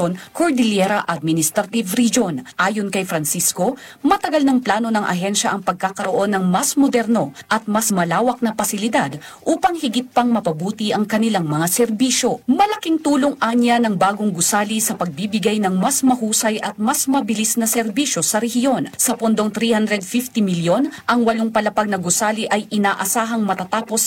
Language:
Filipino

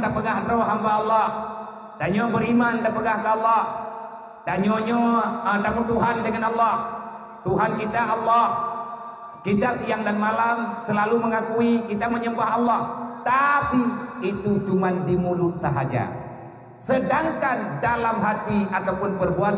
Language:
Achinese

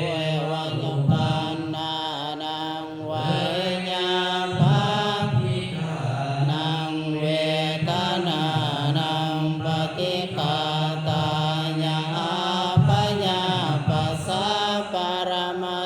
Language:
Pali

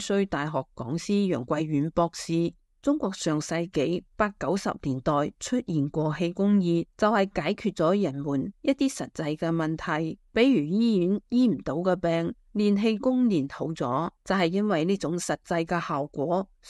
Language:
Cantonese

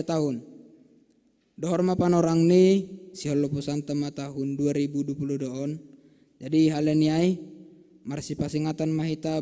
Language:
Batak Simalungun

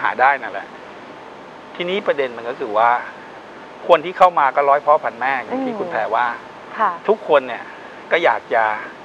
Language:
Thai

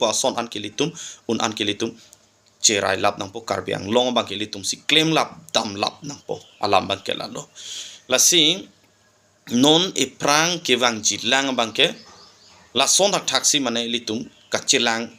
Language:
Karbi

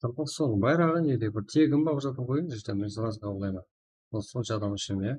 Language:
Kara-Kalpak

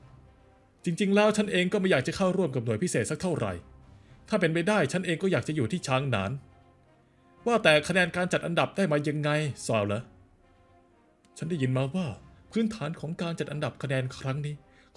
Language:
Thai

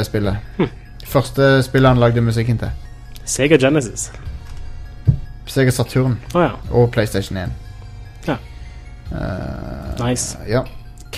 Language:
Norwegian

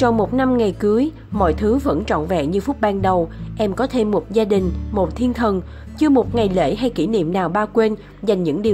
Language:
Vietnamese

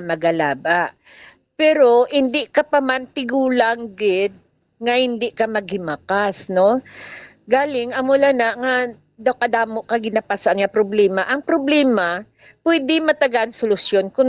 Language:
Hiligaynon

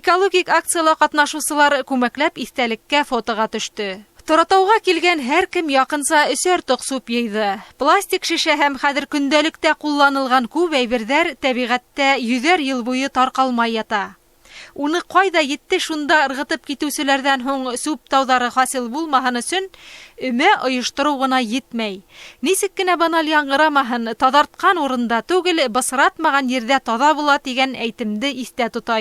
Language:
Bashkir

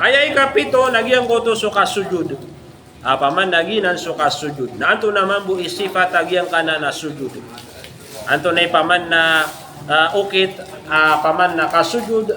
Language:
Maranao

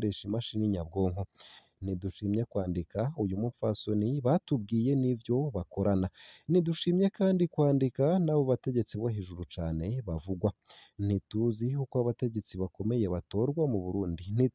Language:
Rundi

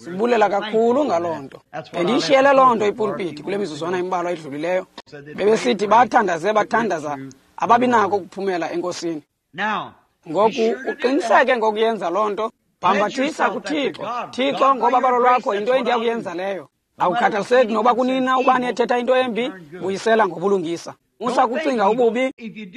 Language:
Xhosa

